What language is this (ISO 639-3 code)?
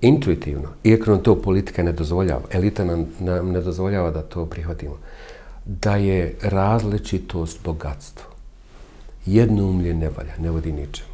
bos